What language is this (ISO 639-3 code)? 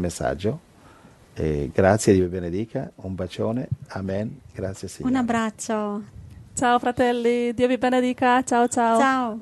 ita